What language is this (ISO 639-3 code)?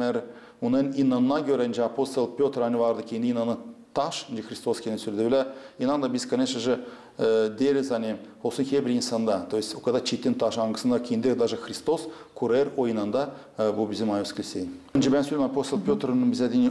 gag